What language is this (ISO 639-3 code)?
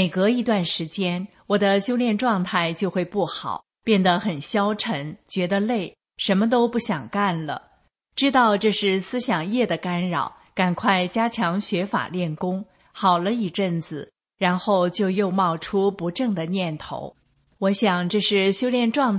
zho